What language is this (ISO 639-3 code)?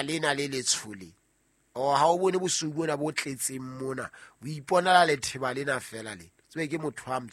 sot